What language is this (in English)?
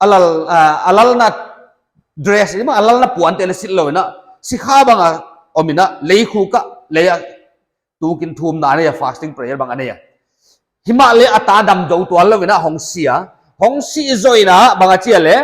Paite Chin